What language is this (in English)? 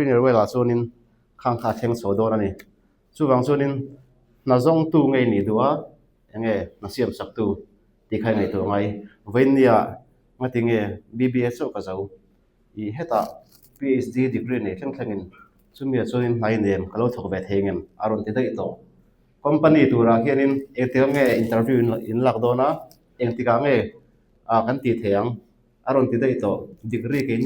Mizo